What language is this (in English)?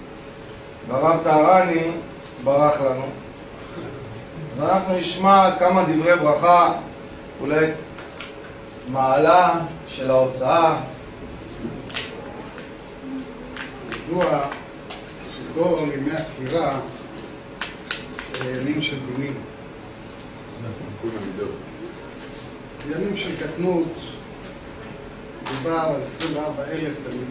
Hebrew